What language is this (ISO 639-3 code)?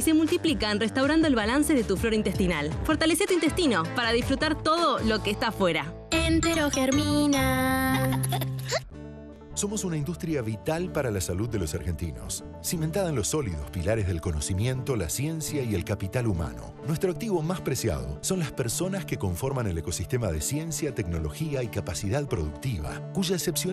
spa